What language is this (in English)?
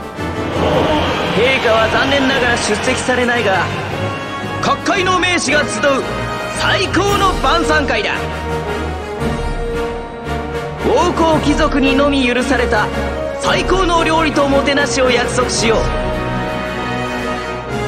Japanese